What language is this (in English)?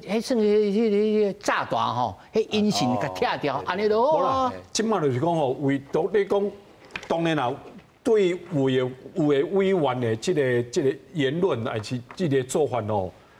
Min Nan Chinese